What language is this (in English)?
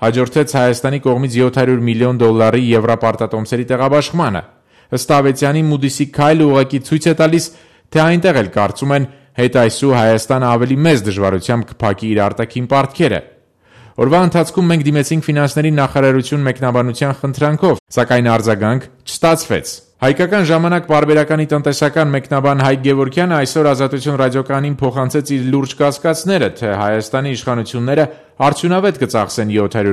Armenian